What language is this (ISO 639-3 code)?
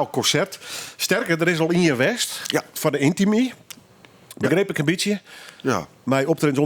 fry